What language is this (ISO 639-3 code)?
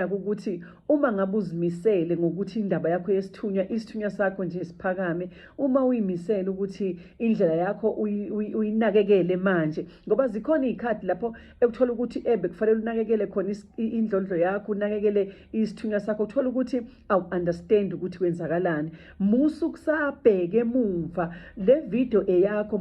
zul